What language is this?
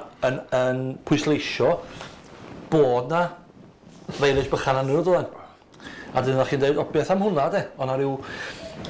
Welsh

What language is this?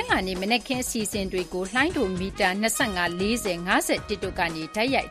Burmese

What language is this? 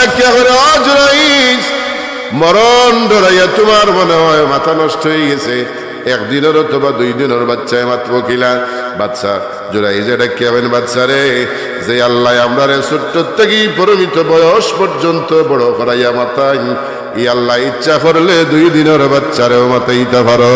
Sylheti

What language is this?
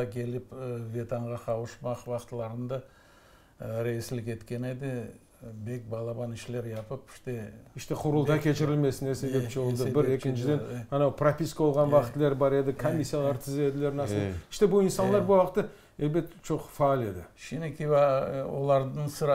Crimean Tatar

